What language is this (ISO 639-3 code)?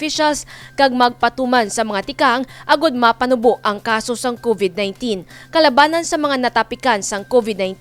hil